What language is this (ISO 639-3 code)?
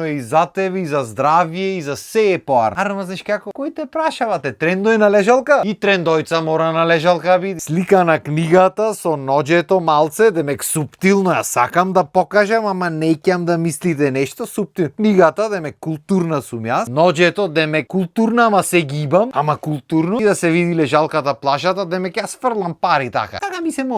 mkd